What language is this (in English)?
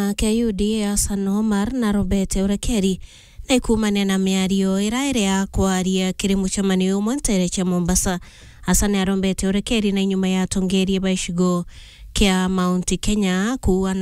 Meru